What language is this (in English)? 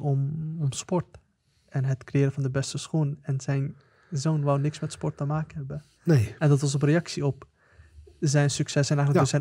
Dutch